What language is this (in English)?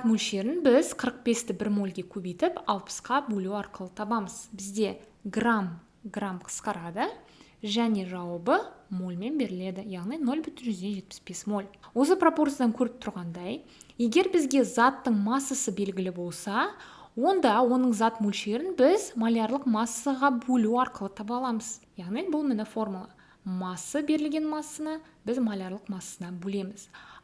Kazakh